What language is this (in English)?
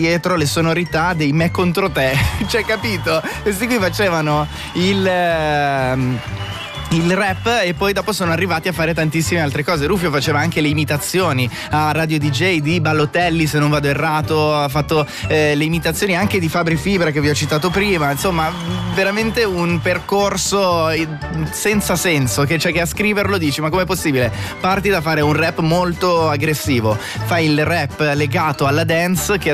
Italian